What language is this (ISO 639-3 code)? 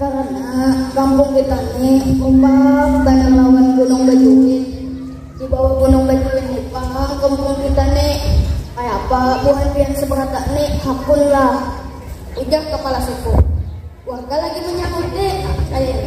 bjn